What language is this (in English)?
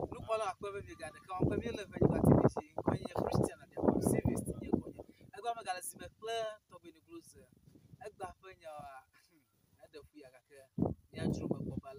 Ewe